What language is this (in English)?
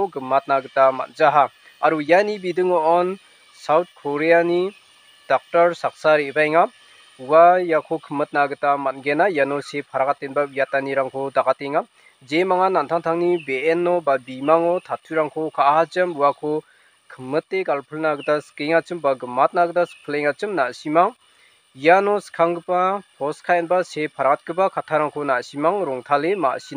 Garo